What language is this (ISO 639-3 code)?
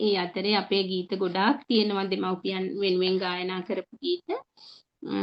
sin